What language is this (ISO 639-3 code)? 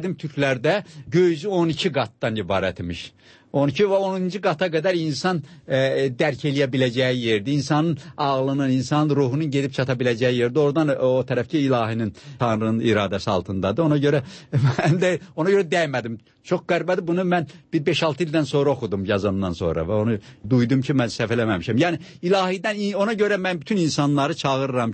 aze